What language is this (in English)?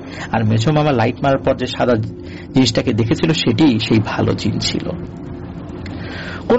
Bangla